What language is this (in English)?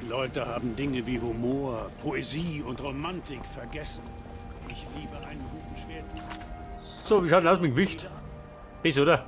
Bavarian